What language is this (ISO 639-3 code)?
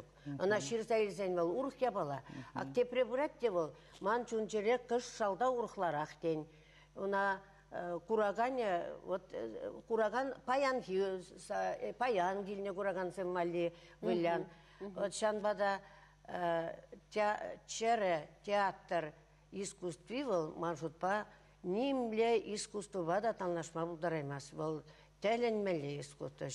chv